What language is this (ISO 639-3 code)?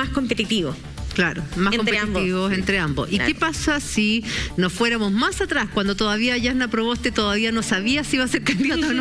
spa